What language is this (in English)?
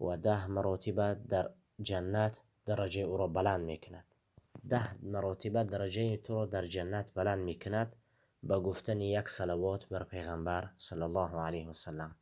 Tajik